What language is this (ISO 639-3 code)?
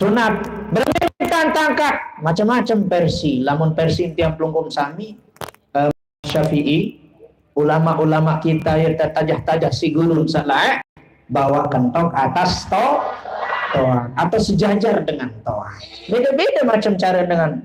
sas